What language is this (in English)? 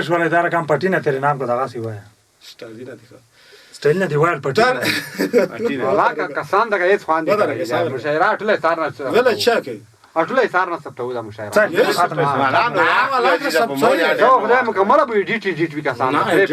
Pashto